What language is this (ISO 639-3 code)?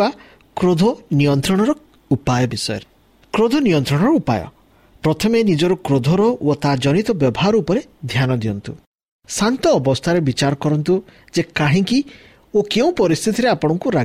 ori